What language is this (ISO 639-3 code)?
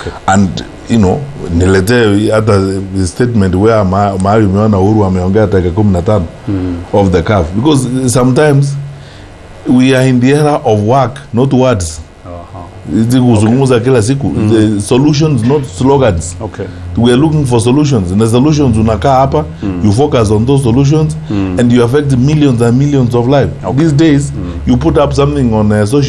kik